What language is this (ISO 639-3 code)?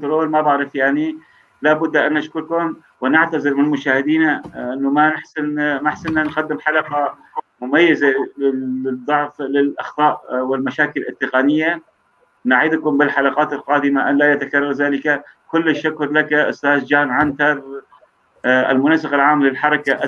apc